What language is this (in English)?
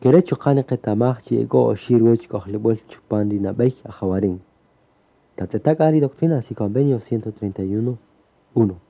Kaqchikel